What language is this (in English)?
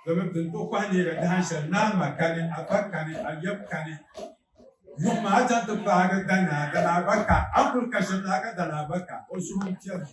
Dagbani